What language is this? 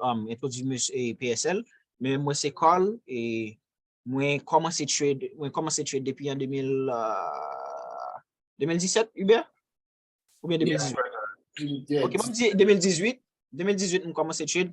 Haitian Creole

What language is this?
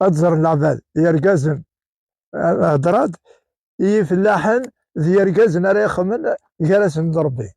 Kabyle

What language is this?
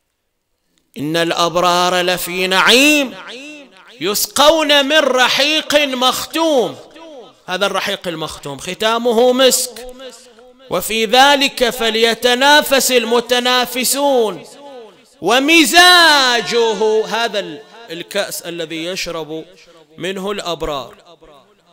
Arabic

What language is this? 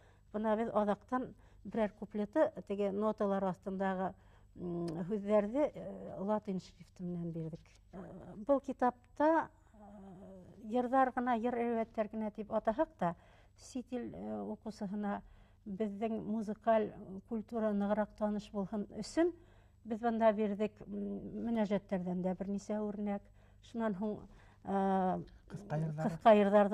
Bashkir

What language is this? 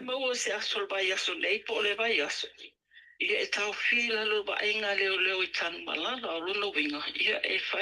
Samoan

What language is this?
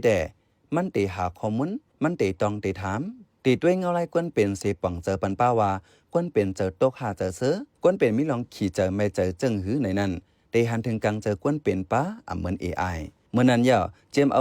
Shan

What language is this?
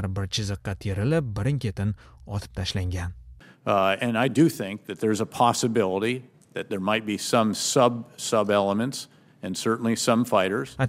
Uzbek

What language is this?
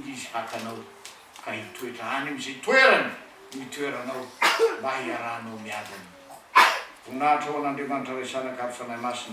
Malagasy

